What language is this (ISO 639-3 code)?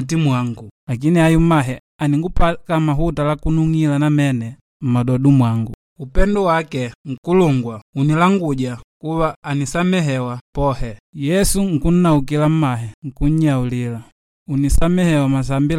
kde